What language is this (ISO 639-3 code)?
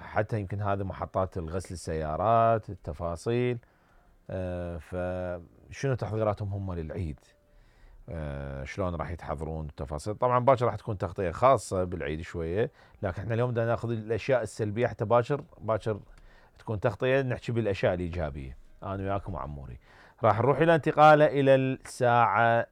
acm